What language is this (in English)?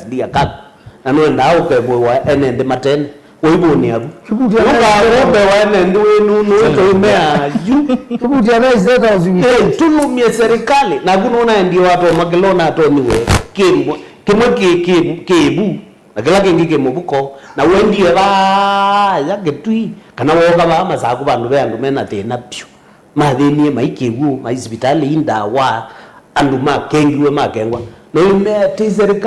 Kamba